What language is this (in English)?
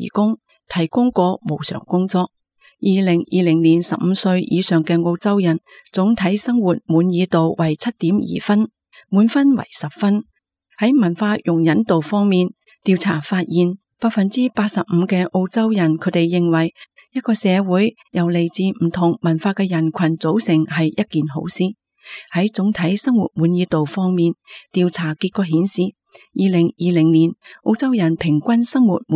Cantonese